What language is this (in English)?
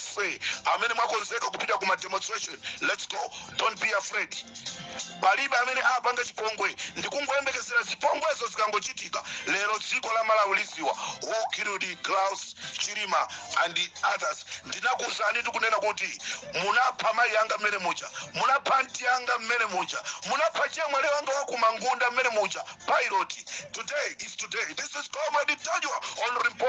Nyanja